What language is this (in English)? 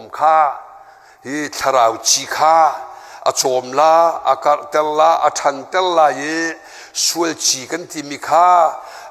Hakha Chin